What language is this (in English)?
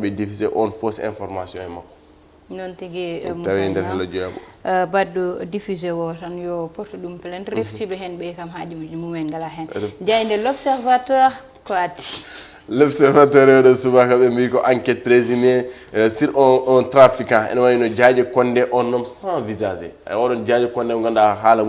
Fula